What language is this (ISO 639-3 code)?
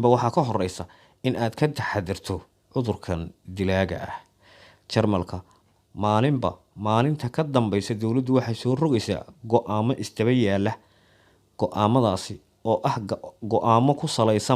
som